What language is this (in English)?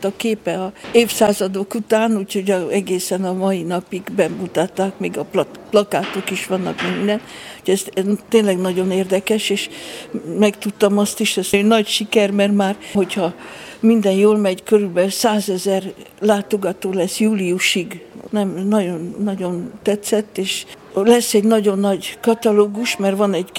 Hungarian